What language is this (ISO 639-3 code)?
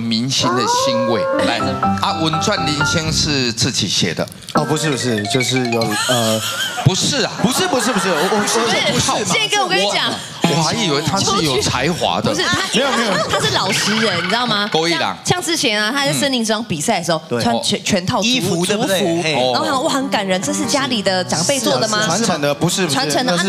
zho